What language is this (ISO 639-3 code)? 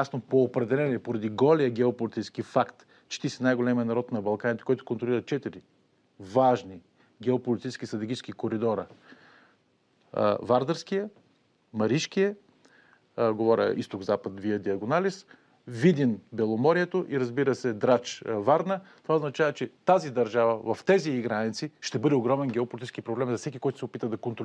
bul